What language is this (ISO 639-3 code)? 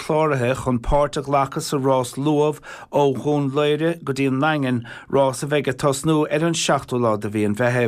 gle